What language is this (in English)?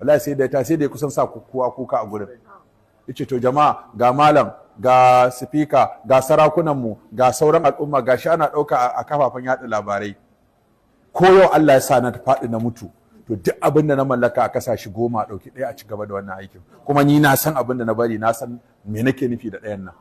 Hausa